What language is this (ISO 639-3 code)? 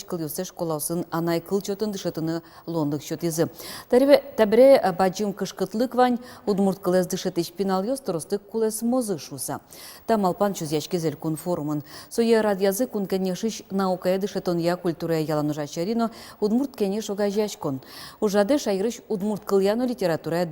udm